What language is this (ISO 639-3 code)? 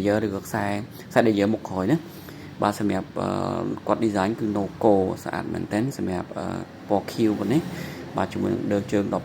khm